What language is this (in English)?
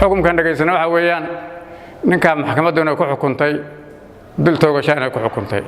Somali